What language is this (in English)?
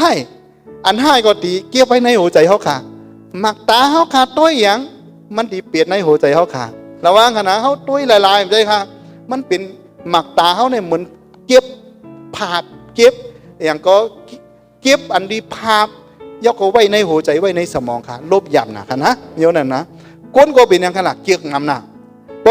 Shan